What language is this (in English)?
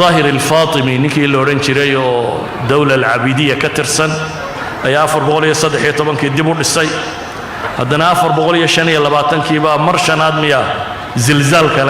Somali